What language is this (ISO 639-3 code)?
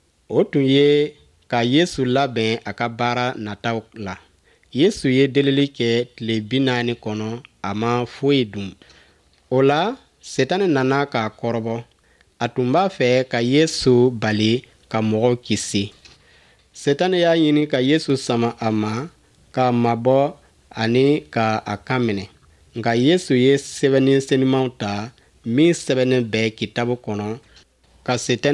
bam